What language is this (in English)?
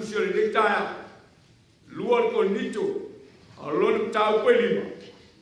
Samoan